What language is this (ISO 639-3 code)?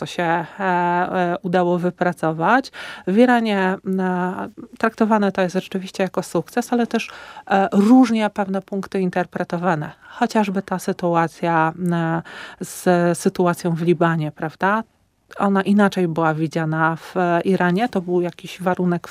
pol